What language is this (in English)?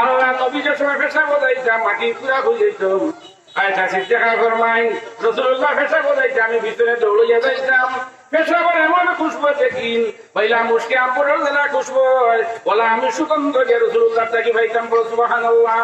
Sylheti